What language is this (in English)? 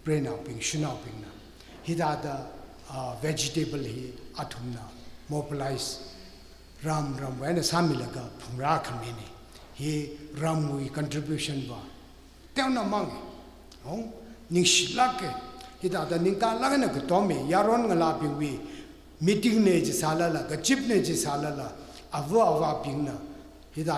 Tangkhul Naga (India)